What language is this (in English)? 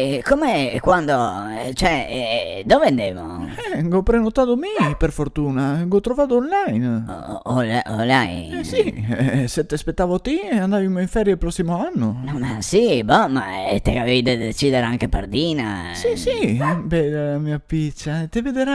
Venetian